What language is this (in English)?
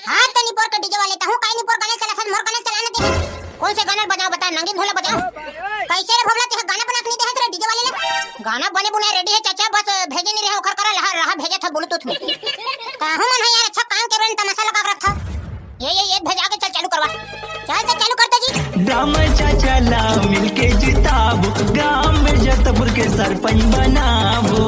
Chhattisgarhi